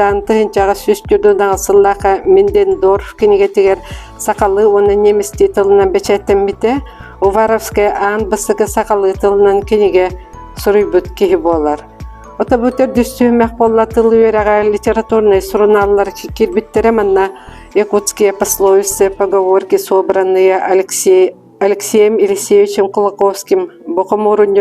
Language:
Yakut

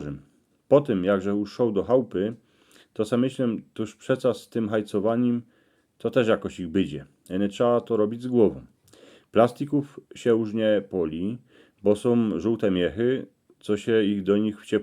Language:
Silesian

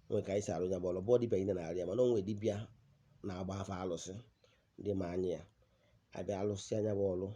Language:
Igbo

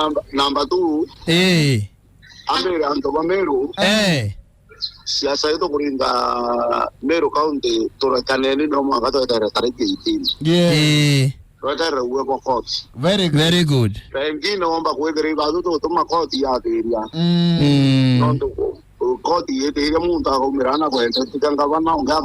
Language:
Meru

